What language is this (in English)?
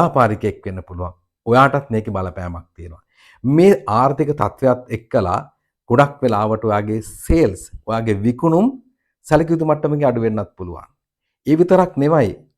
Sinhala